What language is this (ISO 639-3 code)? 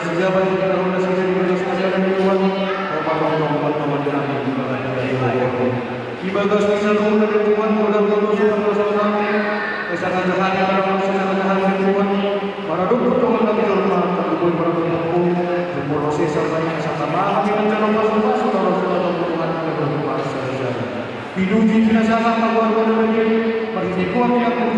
bbc